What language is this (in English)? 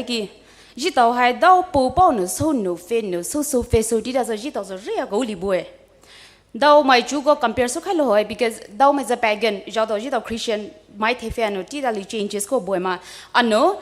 Poumei Naga